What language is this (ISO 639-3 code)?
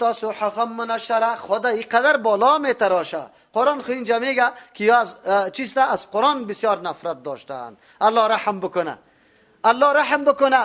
fas